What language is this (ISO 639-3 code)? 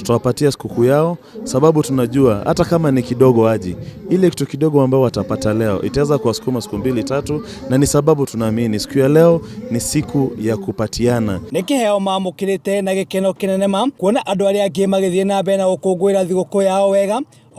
kik